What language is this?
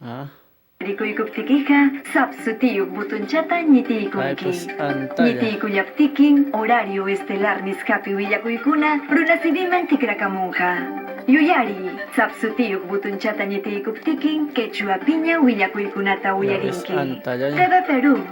Ayacucho Quechua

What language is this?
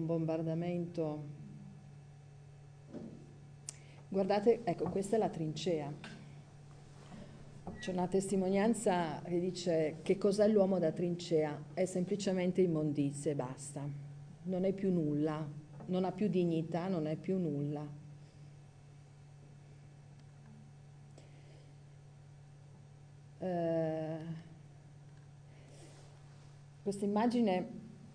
Italian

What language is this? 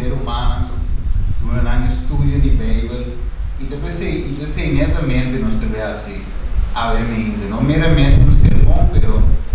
Papiamento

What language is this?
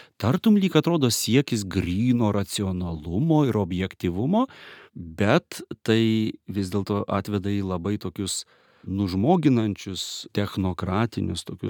Lithuanian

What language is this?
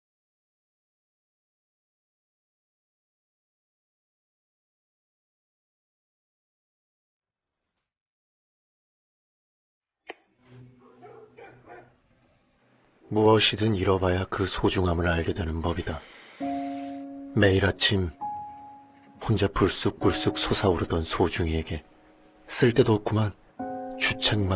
Korean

